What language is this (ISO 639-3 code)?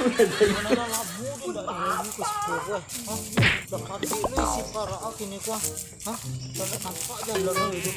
min